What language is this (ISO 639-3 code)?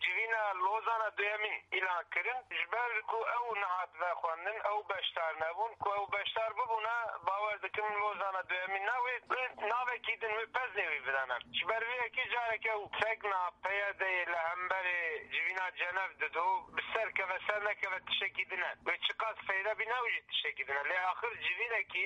kur